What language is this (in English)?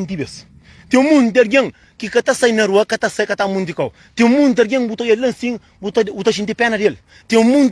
Kabuverdianu